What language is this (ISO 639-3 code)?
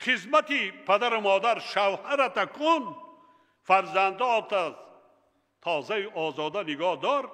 tgk